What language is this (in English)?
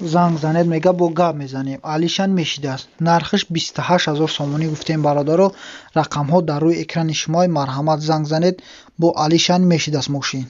Tajik